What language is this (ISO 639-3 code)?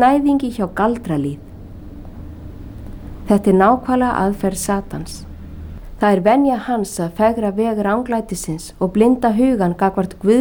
isl